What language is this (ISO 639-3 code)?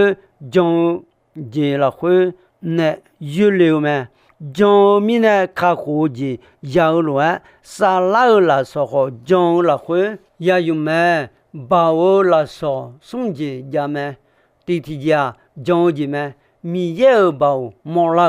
ahk